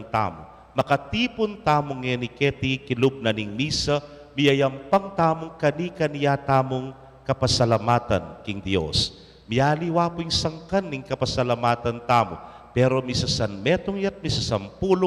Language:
Pampanga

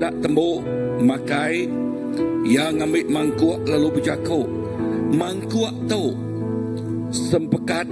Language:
Iban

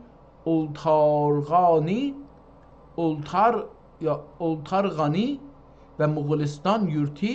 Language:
South Azerbaijani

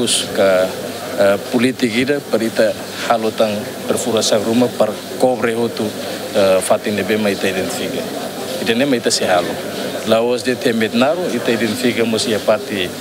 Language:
Tetum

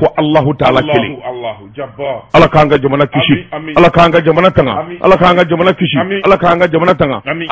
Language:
Bambara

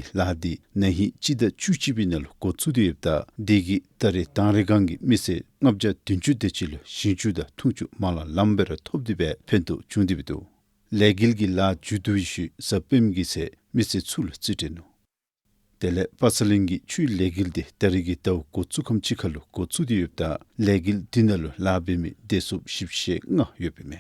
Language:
Dzongkha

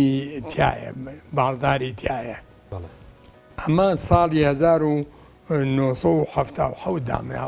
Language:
Central Kurdish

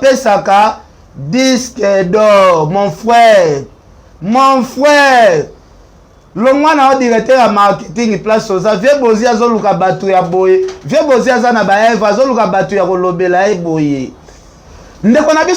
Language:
Lingala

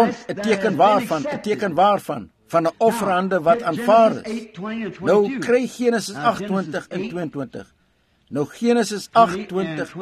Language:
Afrikaans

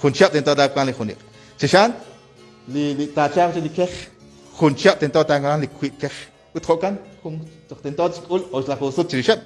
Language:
Kekchí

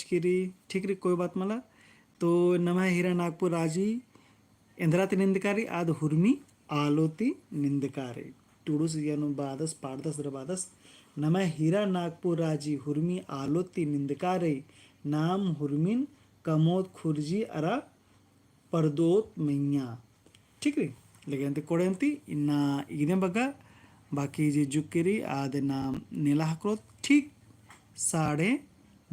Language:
Kurukh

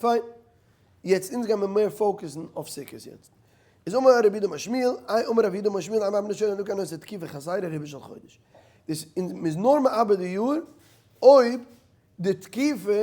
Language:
Yiddish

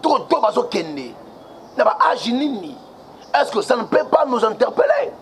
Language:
Lingala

